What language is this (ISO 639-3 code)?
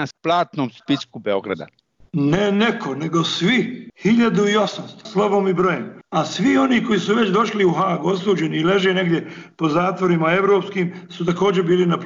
srp